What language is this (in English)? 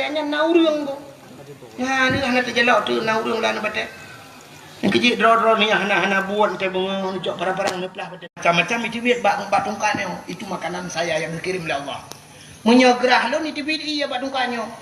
Achinese